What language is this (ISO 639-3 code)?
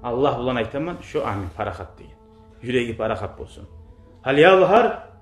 kum